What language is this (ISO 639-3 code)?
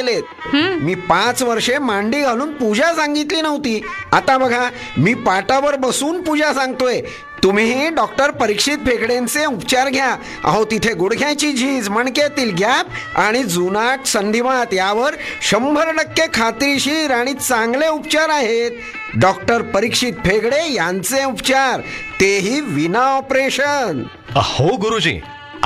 mar